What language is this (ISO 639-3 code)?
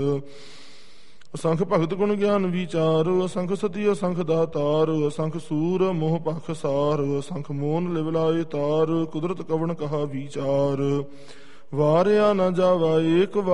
pan